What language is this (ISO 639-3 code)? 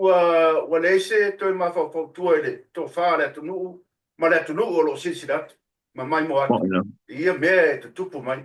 smo